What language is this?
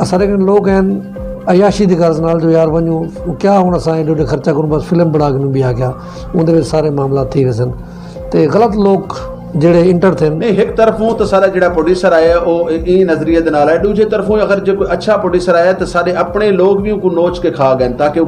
Saraiki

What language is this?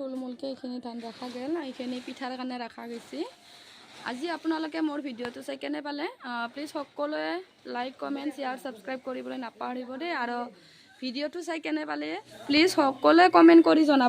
Assamese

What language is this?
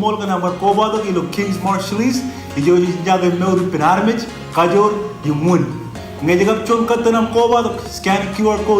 Marshallese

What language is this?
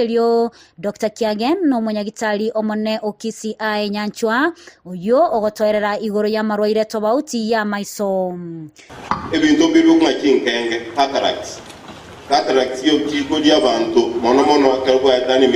Gusii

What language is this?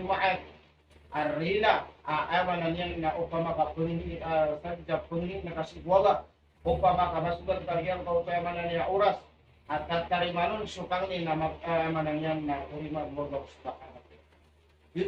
Maranao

